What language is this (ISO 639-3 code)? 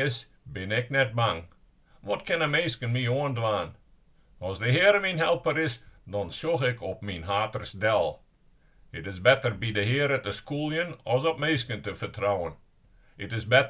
fry